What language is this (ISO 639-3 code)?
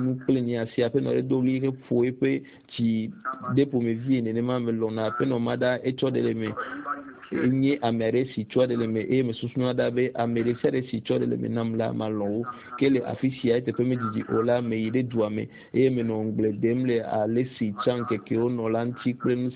ewe